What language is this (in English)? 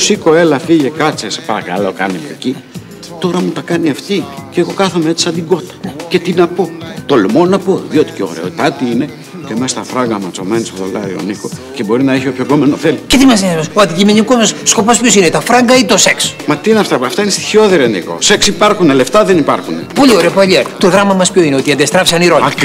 Greek